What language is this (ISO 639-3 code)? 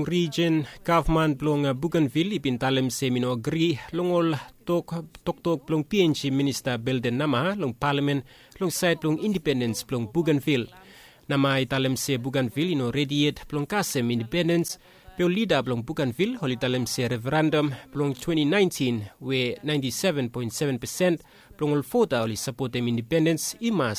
bis